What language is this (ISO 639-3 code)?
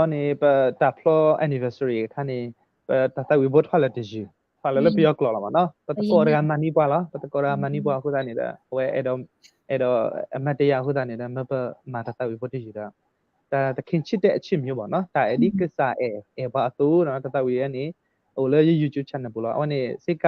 ksw